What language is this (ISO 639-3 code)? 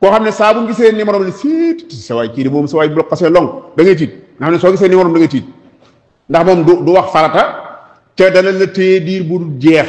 wol